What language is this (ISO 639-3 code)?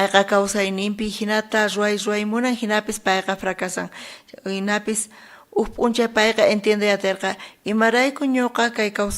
quh